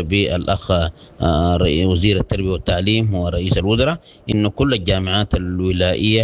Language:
Sudanese Arabic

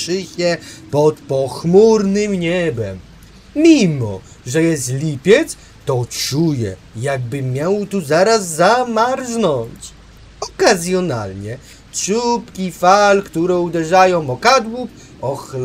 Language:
Polish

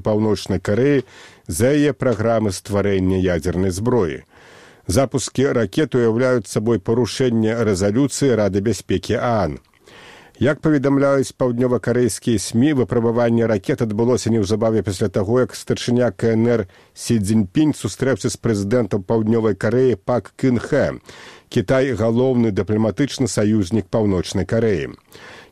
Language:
Belarusian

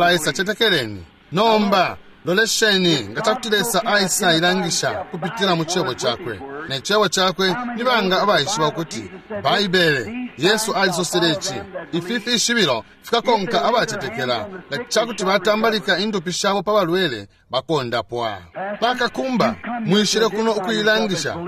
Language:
Bemba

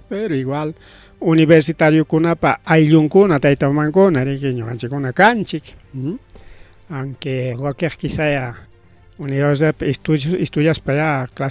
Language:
Ayacucho Quechua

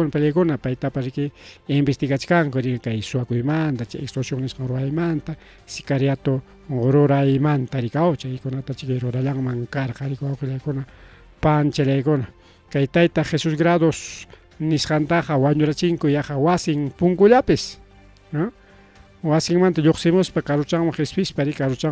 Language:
Ayacucho Quechua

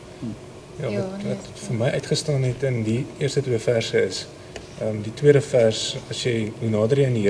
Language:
Afrikaans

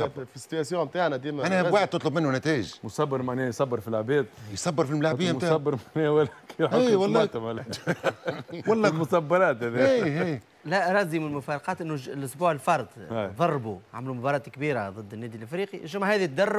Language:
Tunisian Arabic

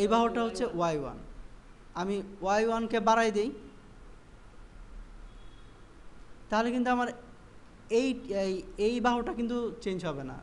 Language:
Bangla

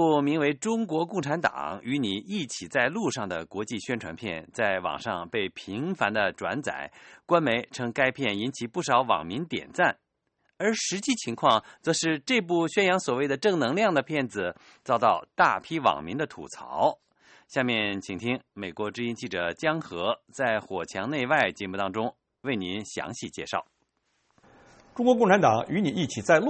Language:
Chinese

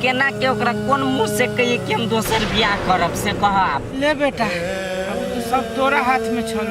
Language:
Maithili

